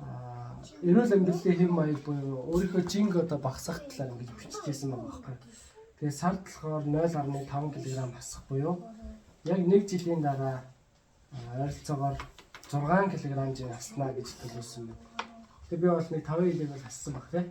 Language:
Mongolian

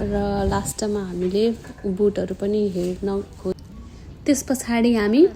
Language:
Nepali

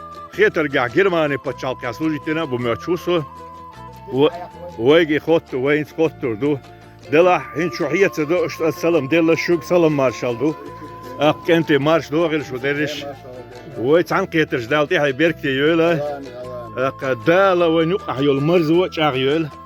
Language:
Chechen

